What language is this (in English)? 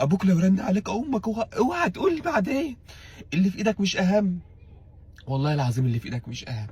Egyptian Arabic